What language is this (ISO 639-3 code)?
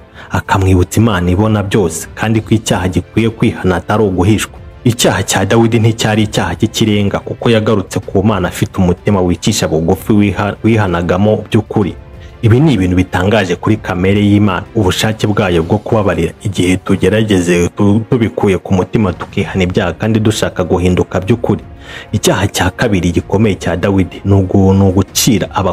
kin